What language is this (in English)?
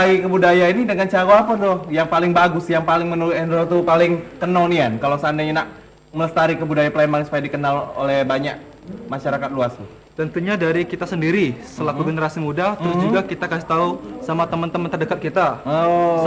Musi